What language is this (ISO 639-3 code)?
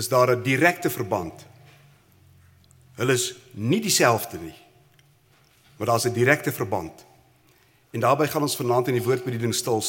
afr